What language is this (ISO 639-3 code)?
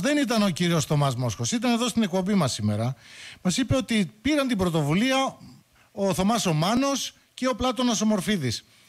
ell